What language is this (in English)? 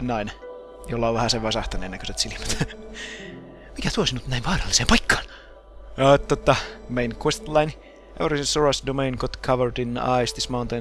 Finnish